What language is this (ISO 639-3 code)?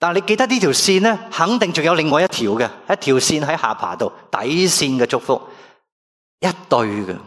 yue